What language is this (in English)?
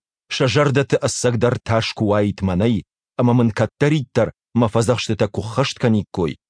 Ossetic